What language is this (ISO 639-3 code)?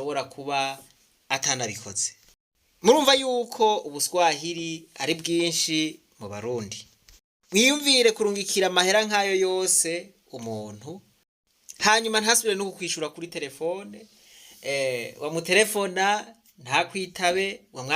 run